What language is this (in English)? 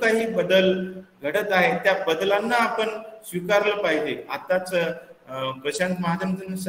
Marathi